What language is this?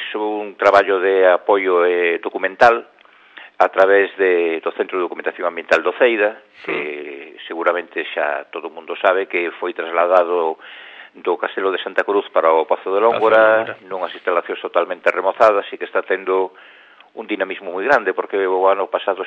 Galician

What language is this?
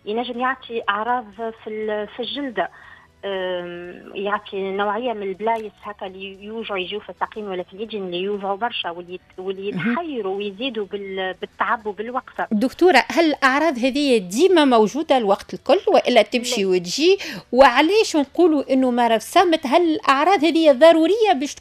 Tunisian Arabic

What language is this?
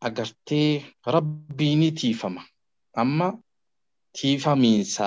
Oromo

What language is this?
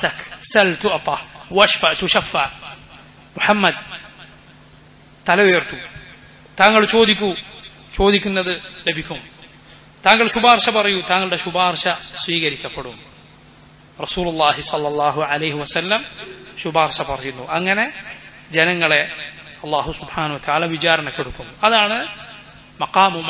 Malayalam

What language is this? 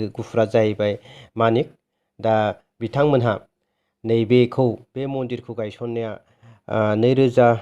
Bodo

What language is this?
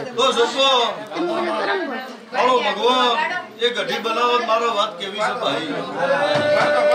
Gujarati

